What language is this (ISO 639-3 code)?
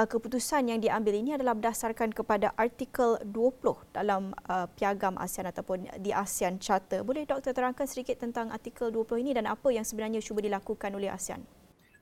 msa